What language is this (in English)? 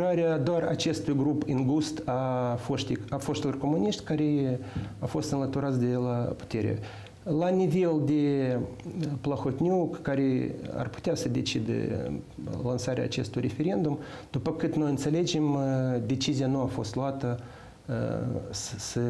Romanian